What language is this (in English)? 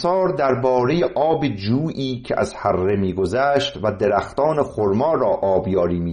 Persian